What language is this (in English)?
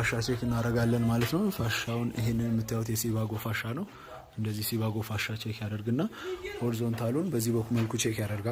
Amharic